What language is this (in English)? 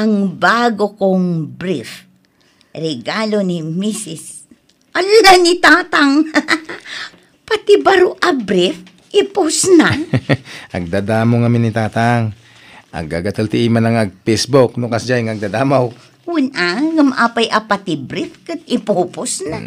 Iloko